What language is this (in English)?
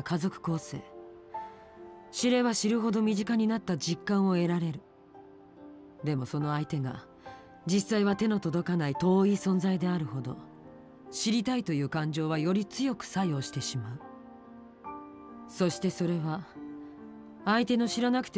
Japanese